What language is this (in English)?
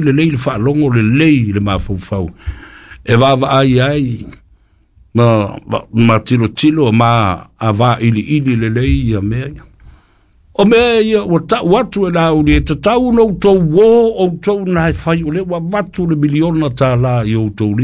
Samoan